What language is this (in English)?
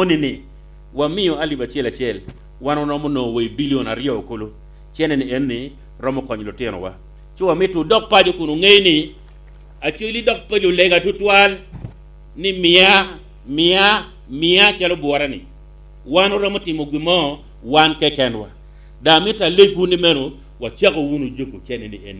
Acoli